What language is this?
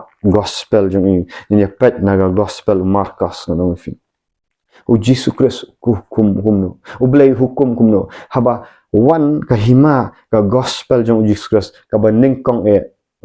Khasi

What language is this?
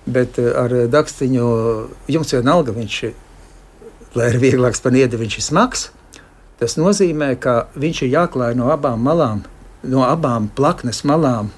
Latvian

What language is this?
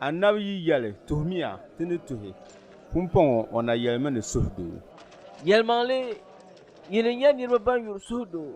Dagbani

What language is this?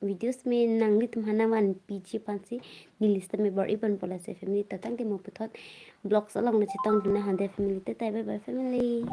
Karbi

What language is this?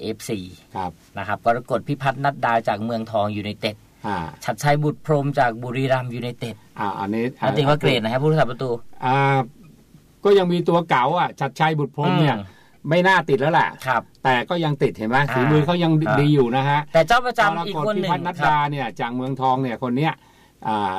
Thai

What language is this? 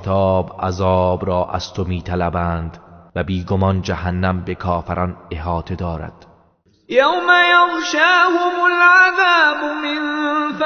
Tajik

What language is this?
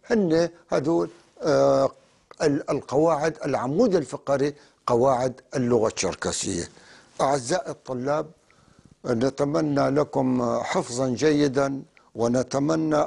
North Levantine Arabic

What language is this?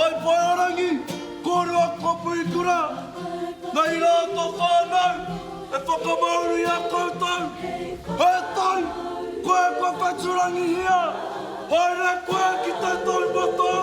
Māori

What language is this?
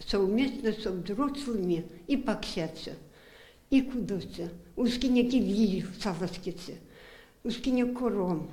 Erzya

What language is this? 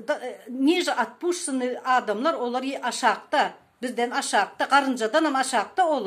Turkmen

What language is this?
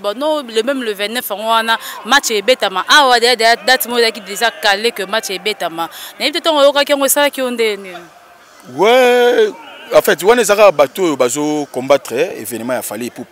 Lingala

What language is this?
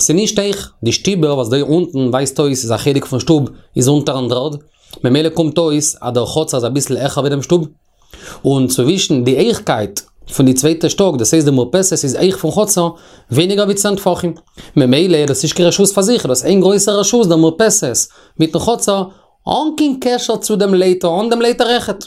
Yiddish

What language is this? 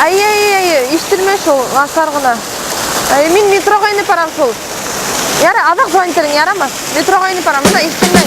Bashkir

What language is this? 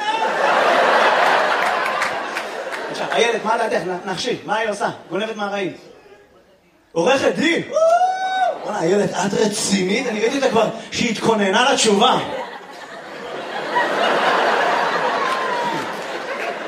Hebrew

